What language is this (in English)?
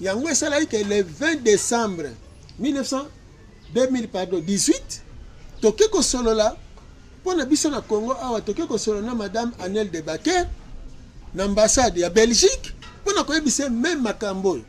Lingala